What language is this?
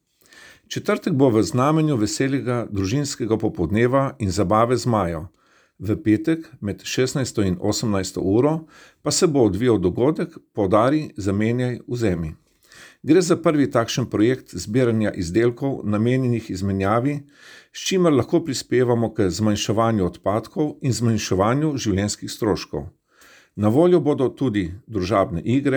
Slovenian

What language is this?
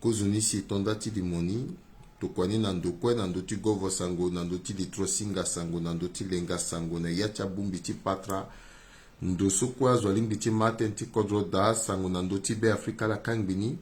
Sango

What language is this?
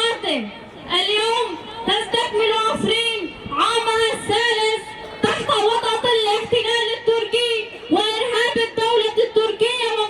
Kurdish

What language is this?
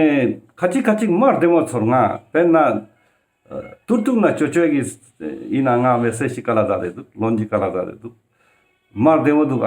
Ladakhi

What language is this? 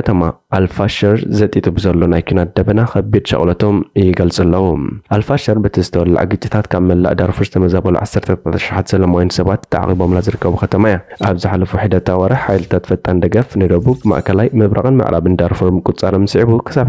Tigrinya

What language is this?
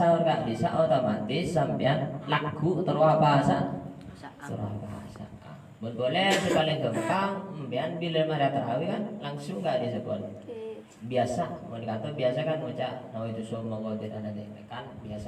Madurese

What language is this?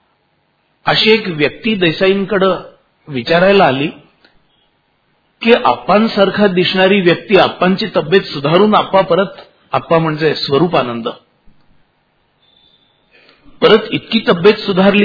Marathi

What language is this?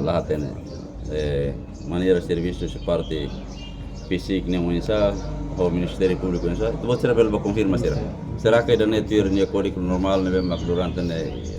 Tetum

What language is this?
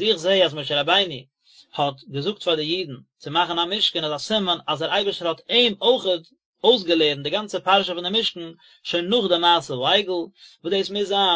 Yiddish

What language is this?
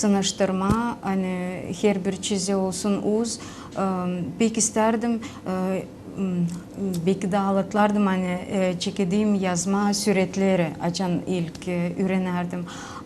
Gagauz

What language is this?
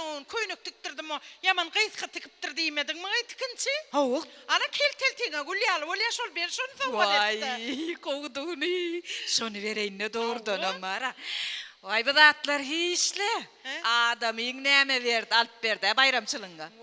Turkmen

